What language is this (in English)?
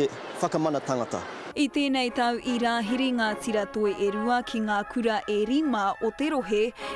Māori